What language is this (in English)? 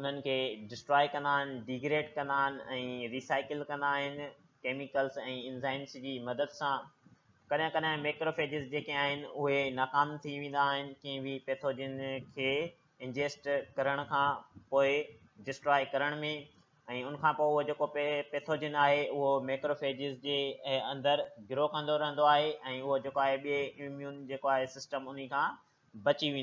Sindhi